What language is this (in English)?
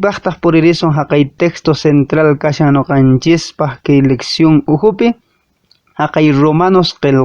Quechua